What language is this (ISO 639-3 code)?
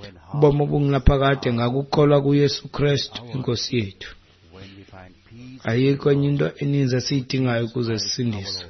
xho